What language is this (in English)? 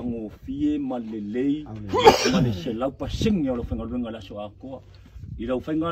Samoan